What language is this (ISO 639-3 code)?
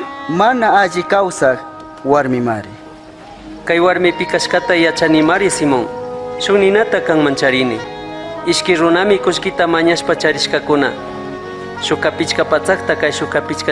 qug